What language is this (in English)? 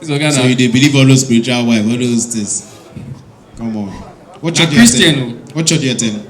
Nigerian Pidgin